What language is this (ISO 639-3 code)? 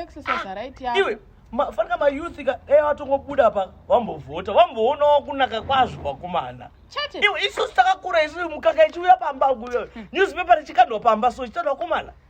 sna